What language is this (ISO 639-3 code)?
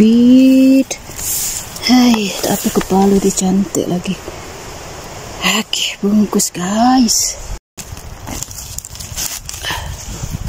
msa